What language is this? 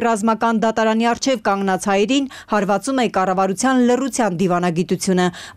Armenian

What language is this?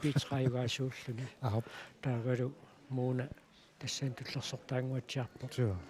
Kalaallisut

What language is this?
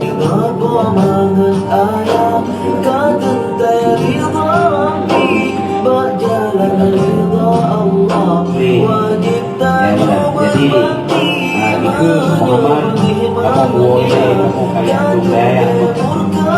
Achinese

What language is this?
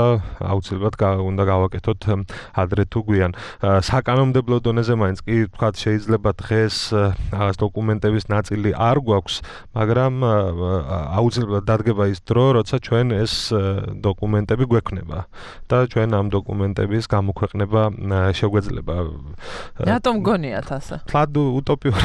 Georgian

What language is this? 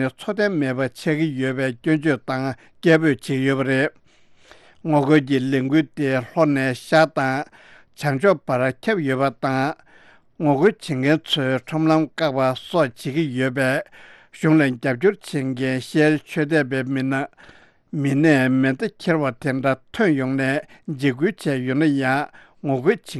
Tibetan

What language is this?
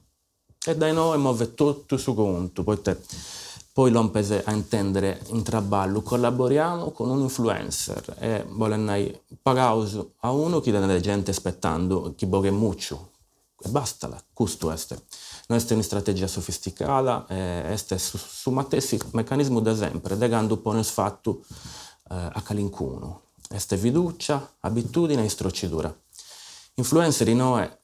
Sardinian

